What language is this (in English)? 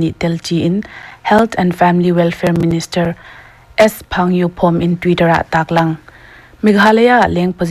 Paite Chin